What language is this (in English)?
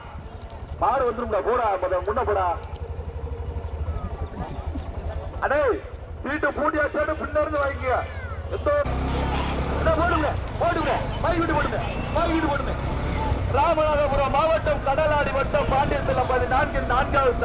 Tamil